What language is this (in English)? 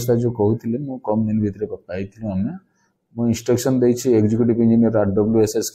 Odia